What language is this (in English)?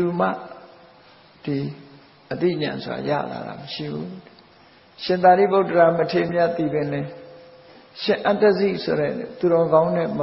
Burmese